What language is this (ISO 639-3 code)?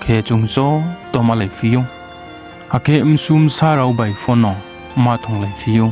ria